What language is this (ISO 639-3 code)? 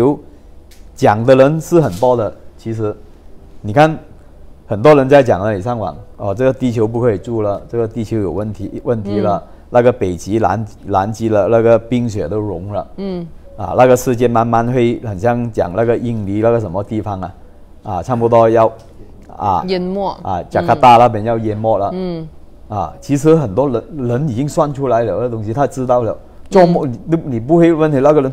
zho